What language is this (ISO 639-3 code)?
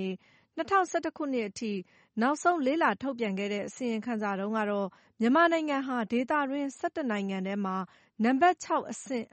mya